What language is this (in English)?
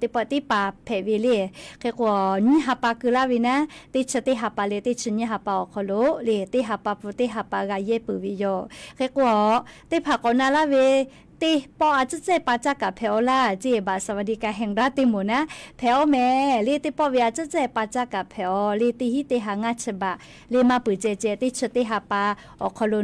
Lahu